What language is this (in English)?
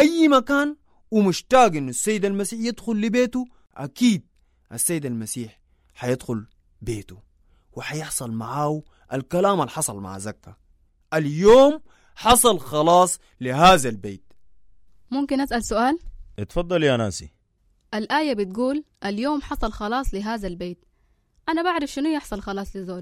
Sudanese Arabic